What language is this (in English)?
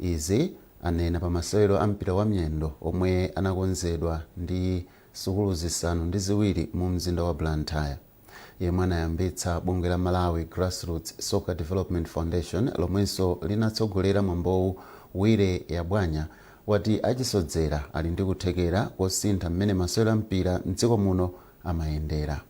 Nyanja